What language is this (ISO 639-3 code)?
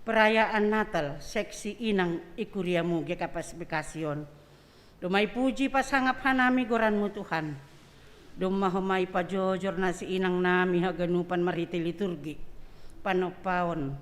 bts